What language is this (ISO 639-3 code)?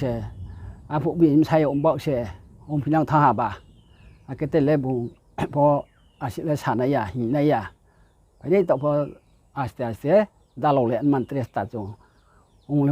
ria